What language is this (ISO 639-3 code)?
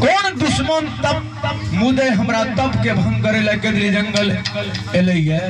mai